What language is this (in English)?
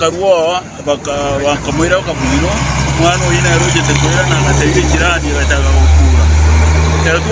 Gusii